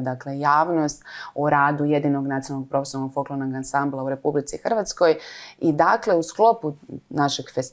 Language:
Croatian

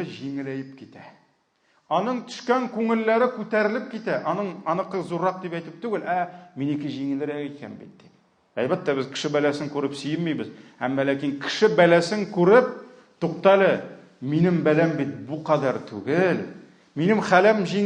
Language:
Tatar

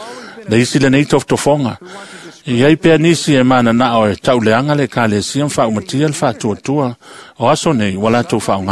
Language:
Samoan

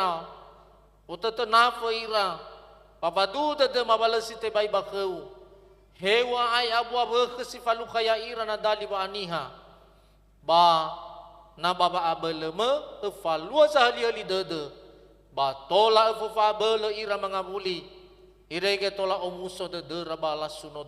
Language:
Nias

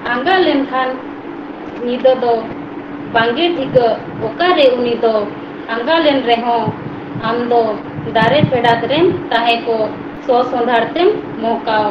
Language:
Santali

